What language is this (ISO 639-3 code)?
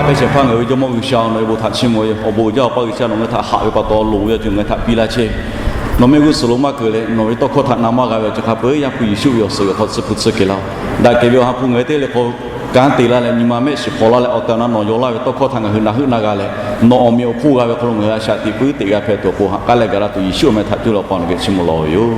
lhu